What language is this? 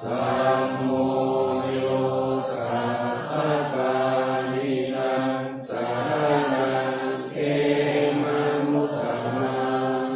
Pali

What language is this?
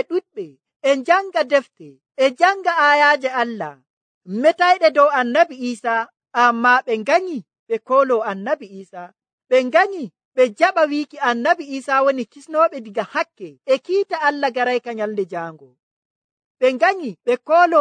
Nigerian Fulfulde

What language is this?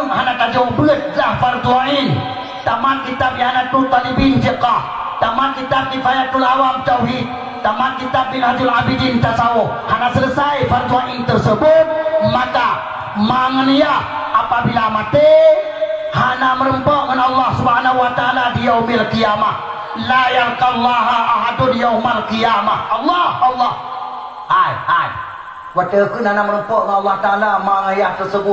Achinese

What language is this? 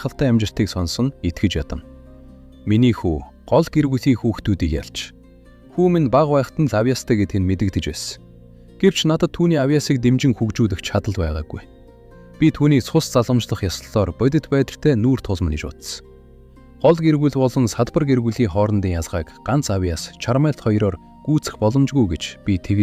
Mongolian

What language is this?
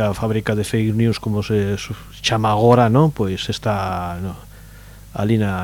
Galician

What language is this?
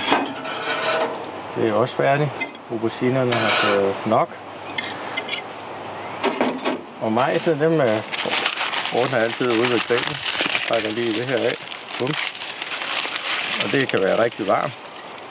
Danish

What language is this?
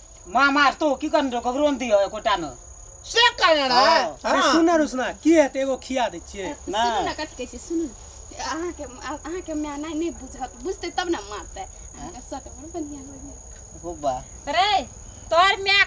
Maithili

